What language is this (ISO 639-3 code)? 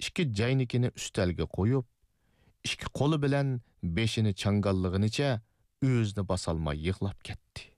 uig